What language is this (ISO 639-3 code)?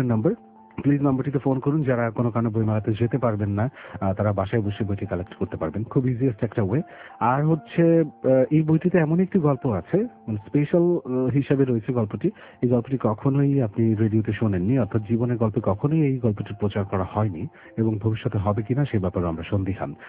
ben